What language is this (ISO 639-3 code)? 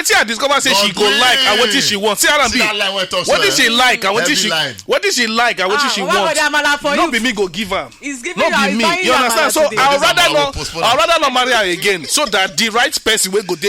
pcm